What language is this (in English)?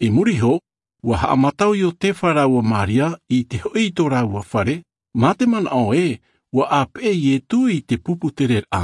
Tahitian